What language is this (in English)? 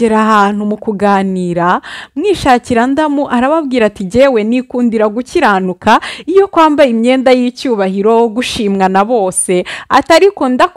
Kinyarwanda